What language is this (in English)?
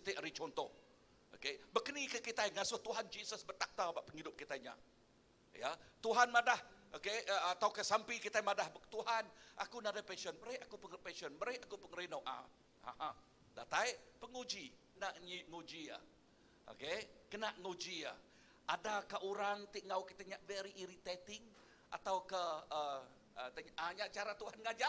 Iban